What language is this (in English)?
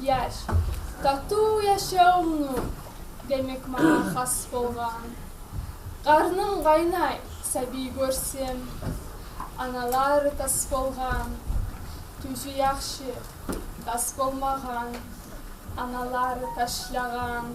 Kumyk